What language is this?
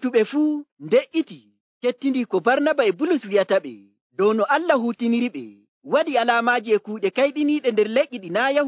Nigerian Fulfulde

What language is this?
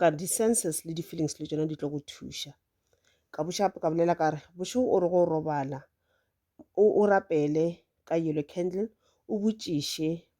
Northern Sotho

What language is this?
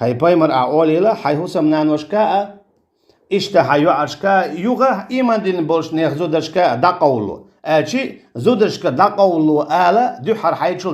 Chechen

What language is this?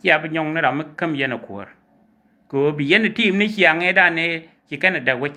Nuer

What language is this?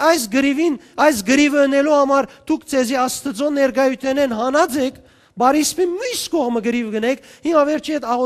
Western Armenian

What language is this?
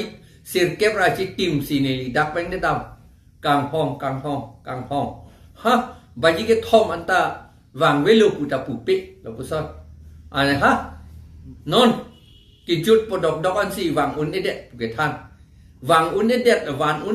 Karbi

